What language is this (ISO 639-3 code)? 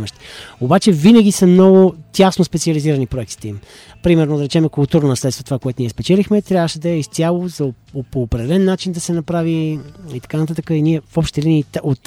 bul